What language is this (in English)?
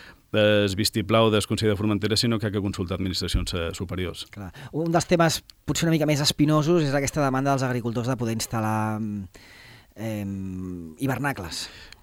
Catalan